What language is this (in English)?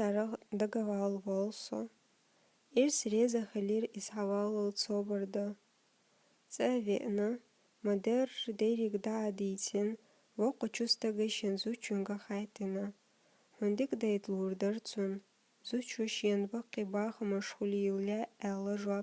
Chechen